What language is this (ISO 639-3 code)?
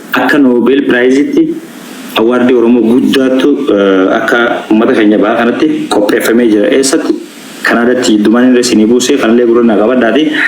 orm